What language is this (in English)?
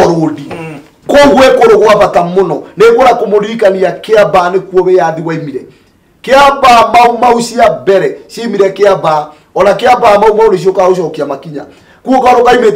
Kikuyu